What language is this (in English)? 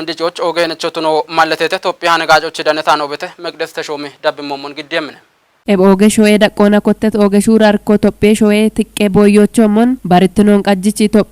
Kafa